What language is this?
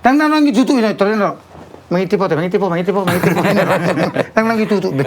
Batak Toba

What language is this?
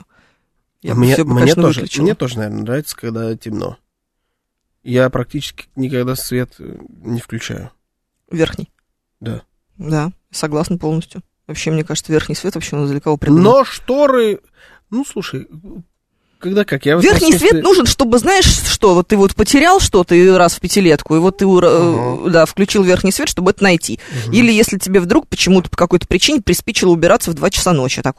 Russian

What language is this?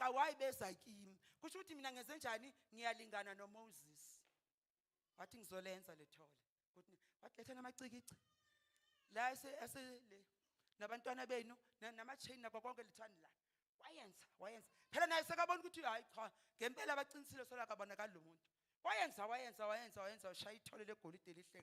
Zulu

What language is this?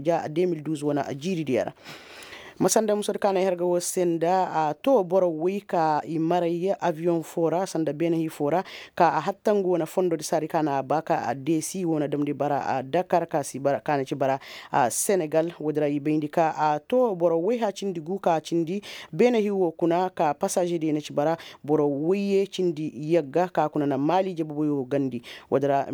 Koyraboro Senni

